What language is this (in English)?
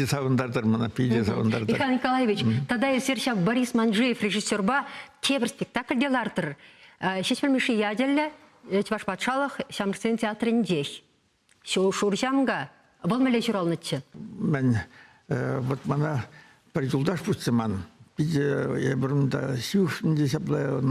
Chuvash